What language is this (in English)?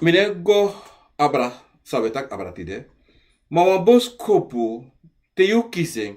Sranan Tongo